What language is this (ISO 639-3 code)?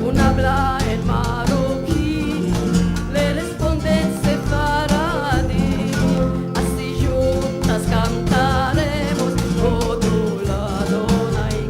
lad